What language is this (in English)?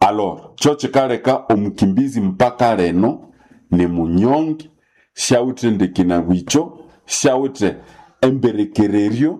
Nande